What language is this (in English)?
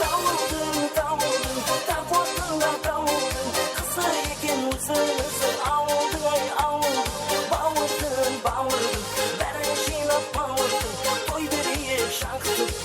Kara-Kalpak